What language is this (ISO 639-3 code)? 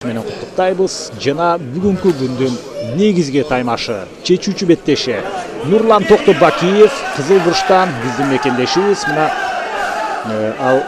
kir